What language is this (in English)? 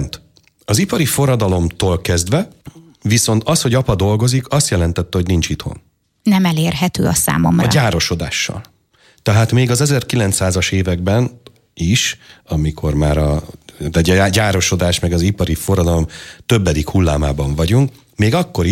Hungarian